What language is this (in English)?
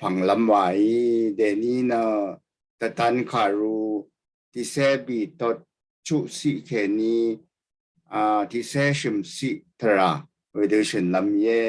Rawang